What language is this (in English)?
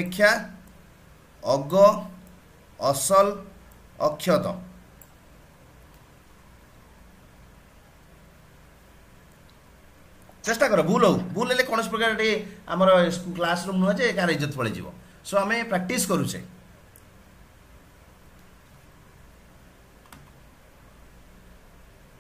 Odia